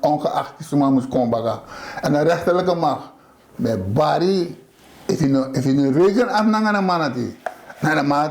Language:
Sranan Tongo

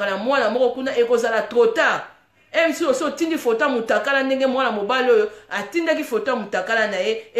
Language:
Lingala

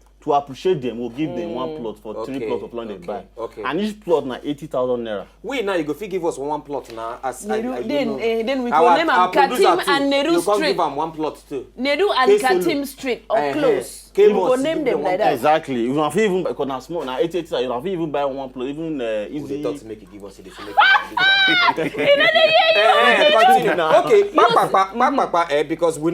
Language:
Nigerian Pidgin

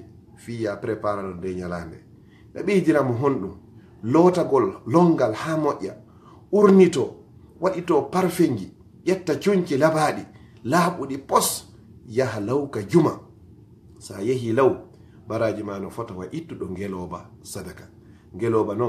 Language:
Fula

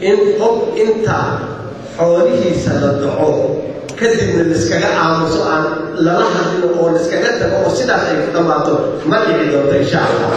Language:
Somali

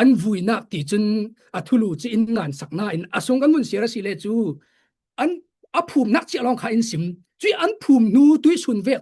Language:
Falam Chin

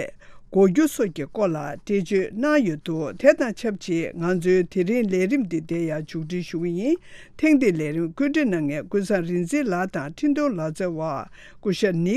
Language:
Tibetan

